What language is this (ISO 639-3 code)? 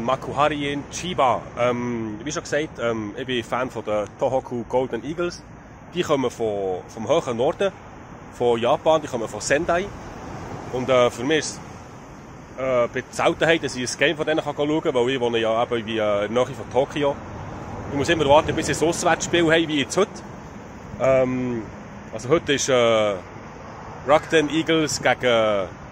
gsw